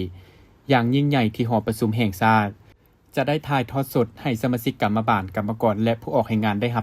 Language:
Lao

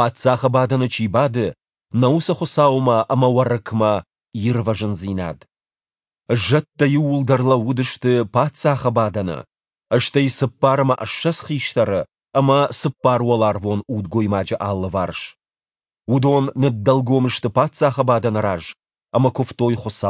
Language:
Ossetic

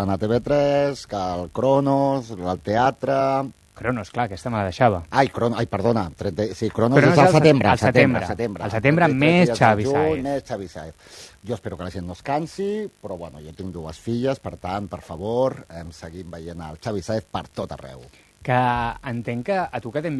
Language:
Catalan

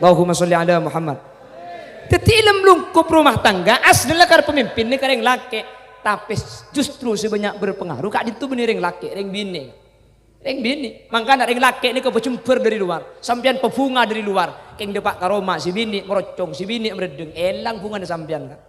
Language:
Madurese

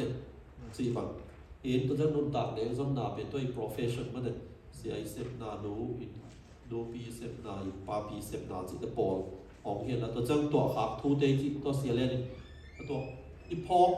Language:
Tedim Chin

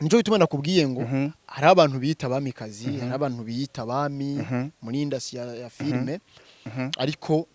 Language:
Rundi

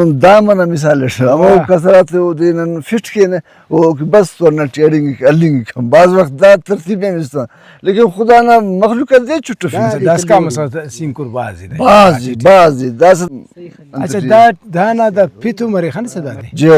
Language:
Brahui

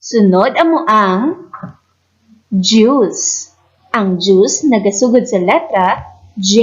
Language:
Hiligaynon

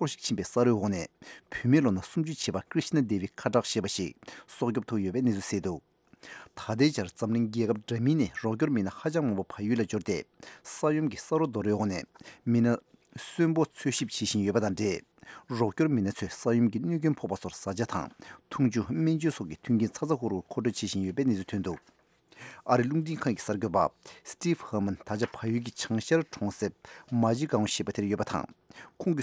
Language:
Tibetan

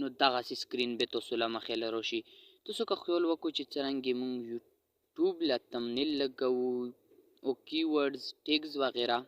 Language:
Pashto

